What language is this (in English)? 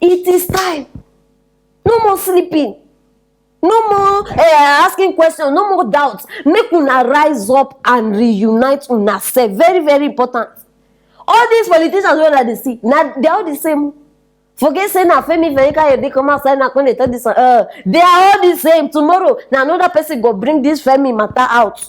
Nigerian Pidgin